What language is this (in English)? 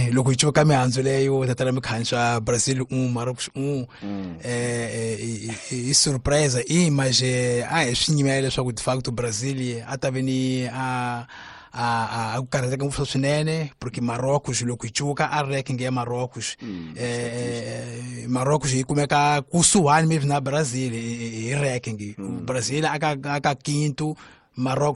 Tsonga